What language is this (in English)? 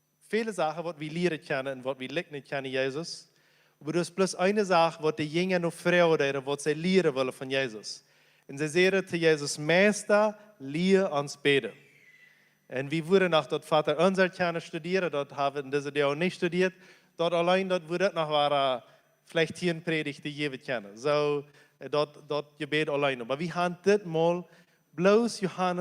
Plautdietsch